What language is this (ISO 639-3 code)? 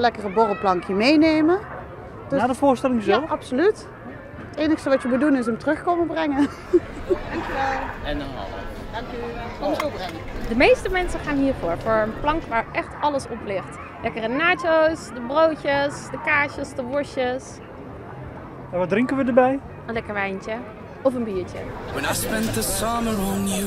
nld